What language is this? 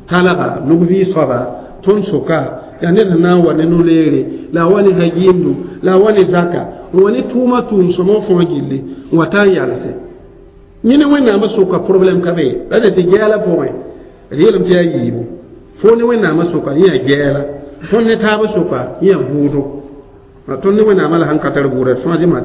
Mossi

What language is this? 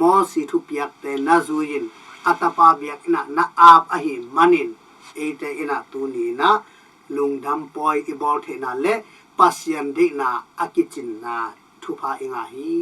Tedim Chin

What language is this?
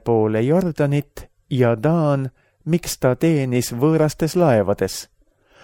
Estonian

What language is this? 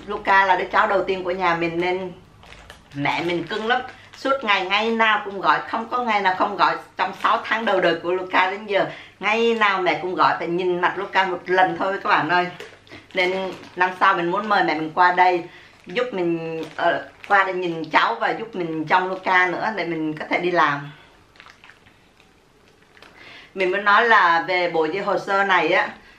Vietnamese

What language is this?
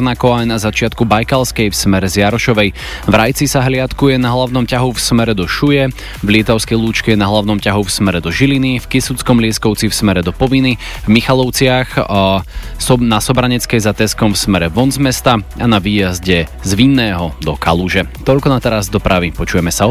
Slovak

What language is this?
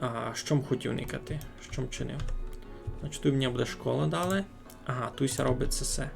Rusyn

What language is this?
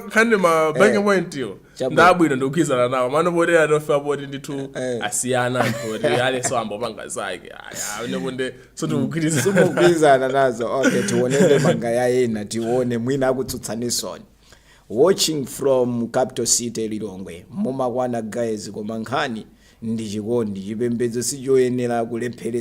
Nyanja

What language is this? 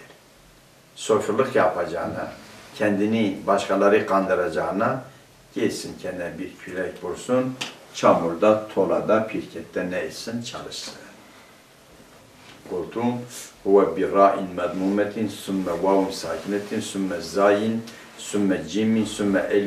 Turkish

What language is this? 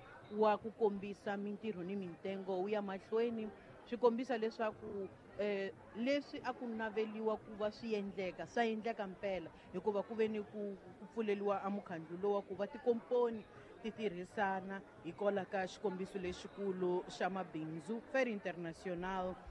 Tsonga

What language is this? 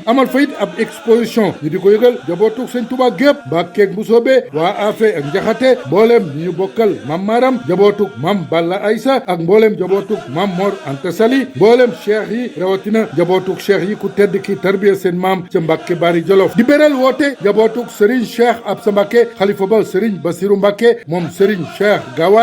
Wolof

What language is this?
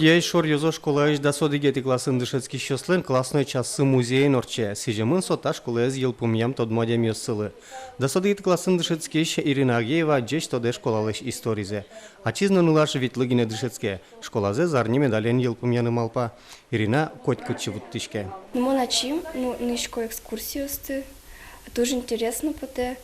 Udmurt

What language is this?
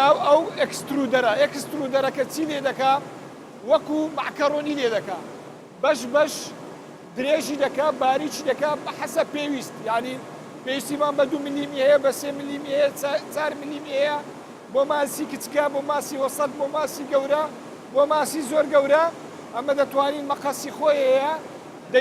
Central Kurdish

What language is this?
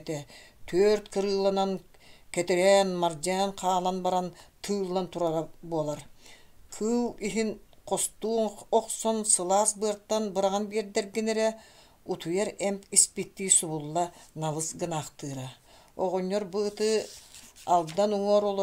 Yakut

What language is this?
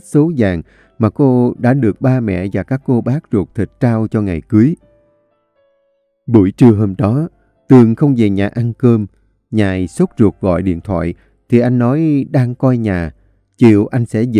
Vietnamese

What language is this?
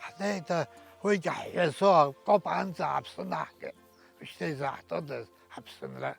Abkhazian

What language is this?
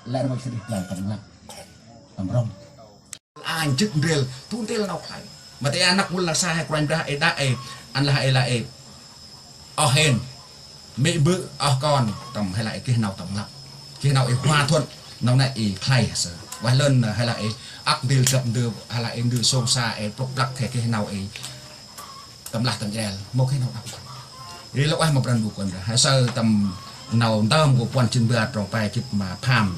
Central Mnong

